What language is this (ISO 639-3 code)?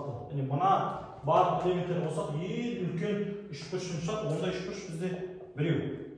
kaz